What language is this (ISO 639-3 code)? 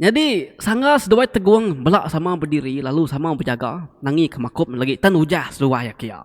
iba